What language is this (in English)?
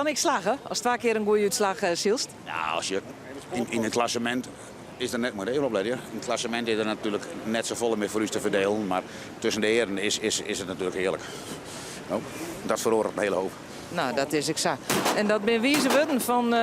Western Frisian